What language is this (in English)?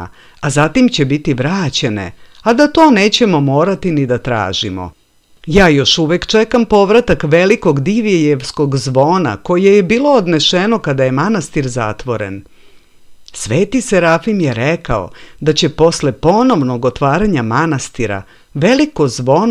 Serbian